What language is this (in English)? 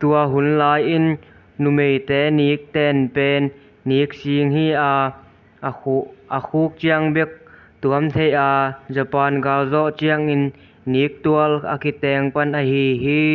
Tedim Chin